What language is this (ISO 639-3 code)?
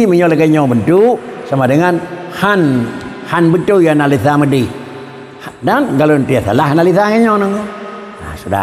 ace